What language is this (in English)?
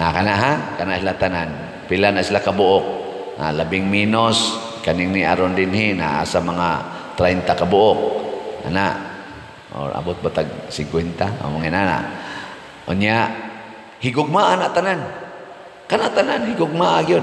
Cebuano